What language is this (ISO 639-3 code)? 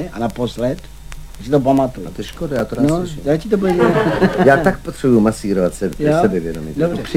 ces